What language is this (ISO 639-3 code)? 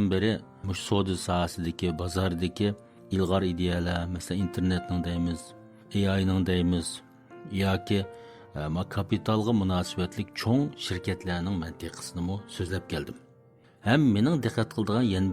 uig